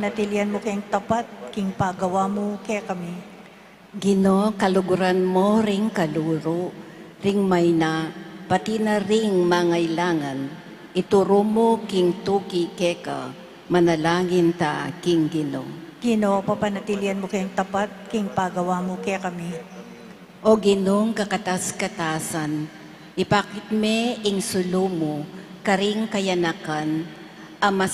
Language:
Pampanga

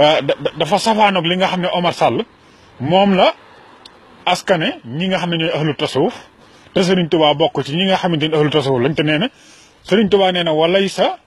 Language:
Wolof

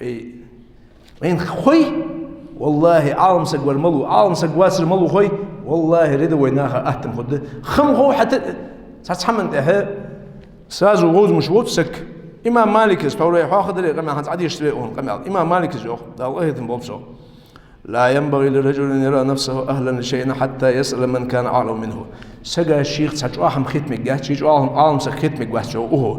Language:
Ingush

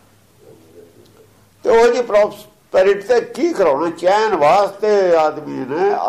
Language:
Punjabi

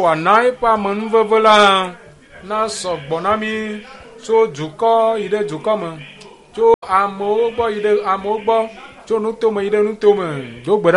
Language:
Ewe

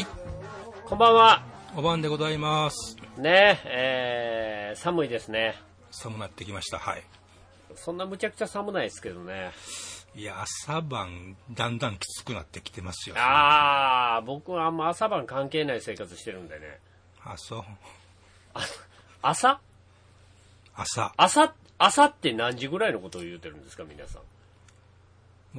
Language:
Japanese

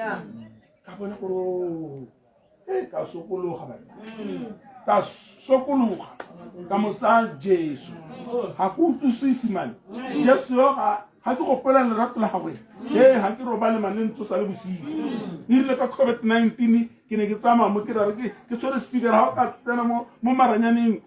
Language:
Tswana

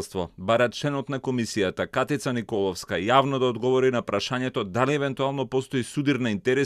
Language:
Macedonian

